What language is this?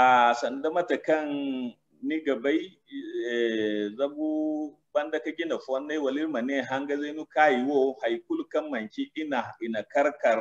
Zarma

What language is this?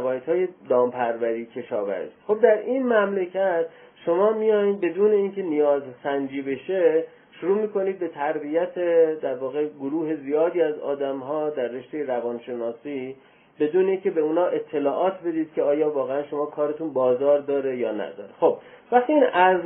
Persian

